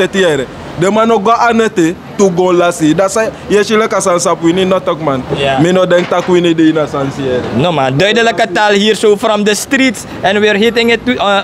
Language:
Sranan Tongo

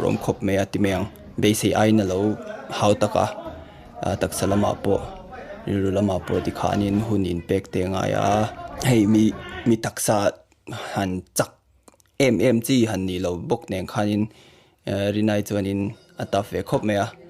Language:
Mizo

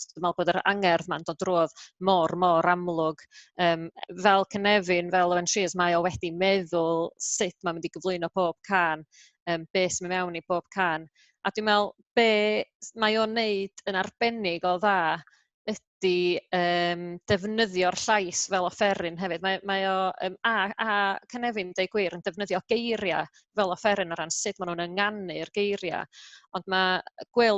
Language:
Welsh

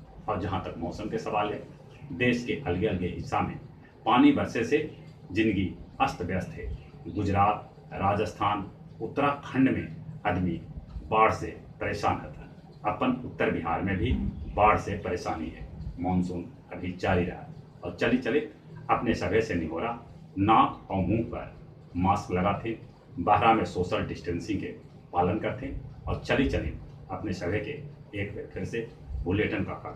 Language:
Magahi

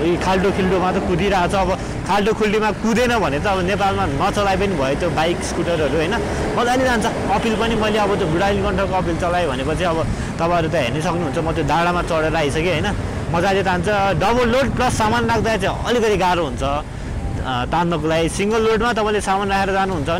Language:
Nepali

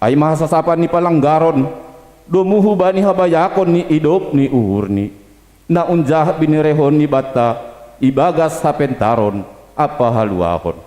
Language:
Batak Simalungun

